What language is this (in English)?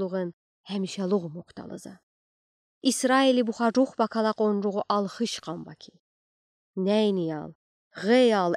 Udi